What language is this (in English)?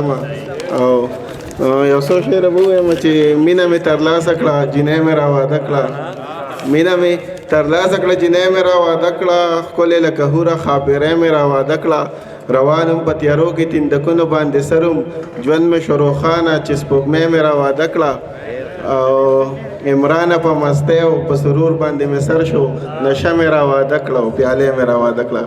Pashto